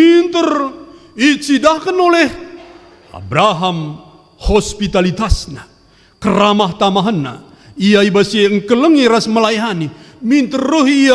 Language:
Batak Karo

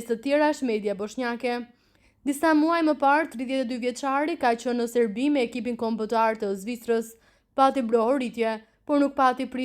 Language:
Albanian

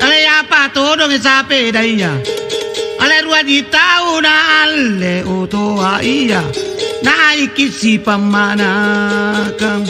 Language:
Makasar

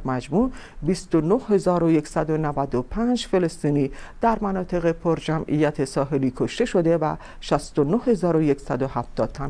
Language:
Persian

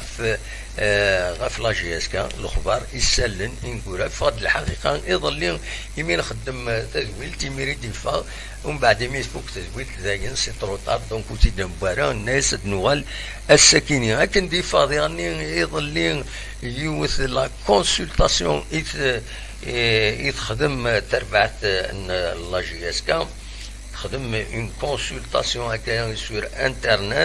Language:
Kabyle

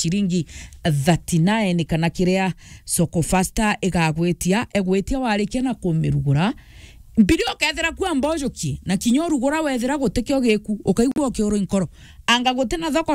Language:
Meru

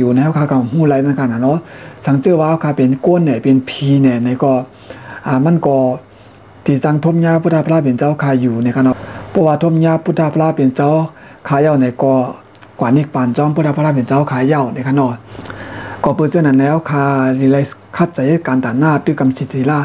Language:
Shan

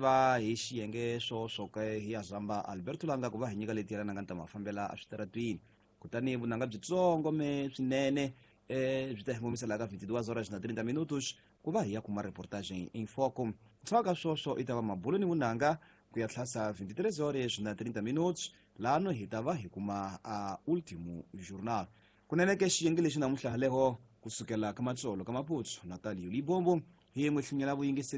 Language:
Tsonga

